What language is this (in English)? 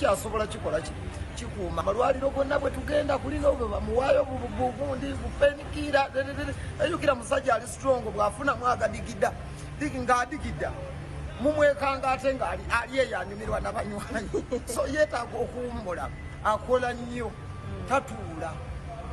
Ganda